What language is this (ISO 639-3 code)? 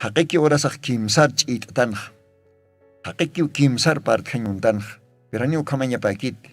aym